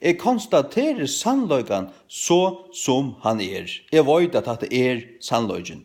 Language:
Faroese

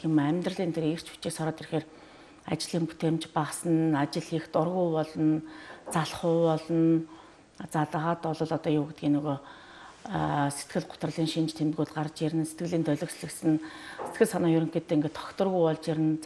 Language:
Mongolian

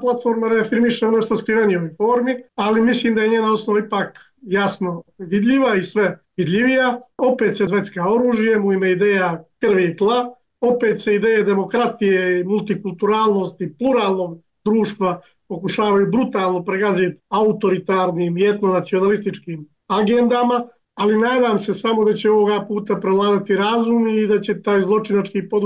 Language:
Bosnian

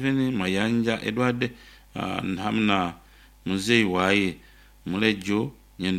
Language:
Nyankole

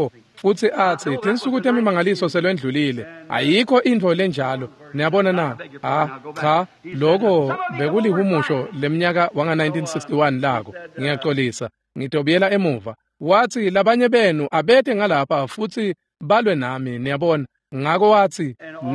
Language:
Swati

